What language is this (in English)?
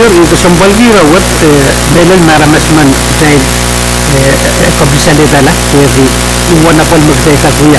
Pohnpeian